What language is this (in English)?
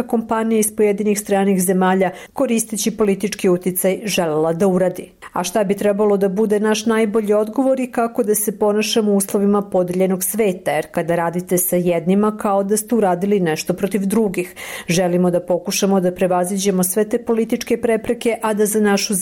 Serbian